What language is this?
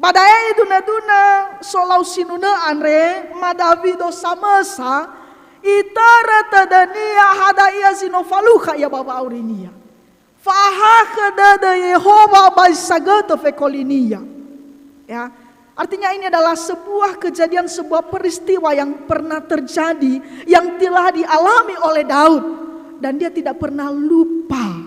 Nias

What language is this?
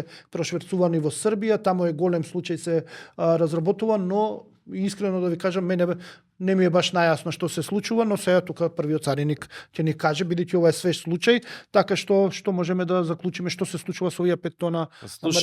Macedonian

